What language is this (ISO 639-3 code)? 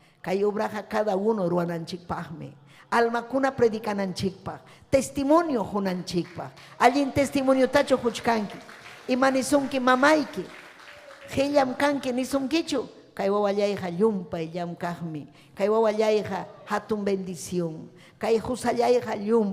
quy